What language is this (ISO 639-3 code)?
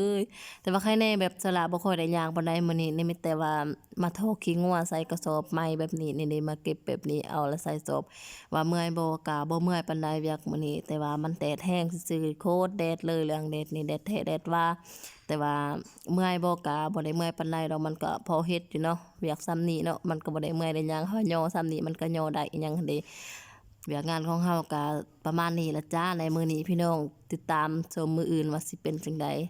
lao